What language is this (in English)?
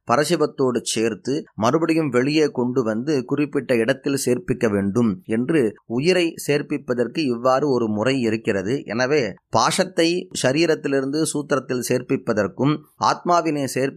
Tamil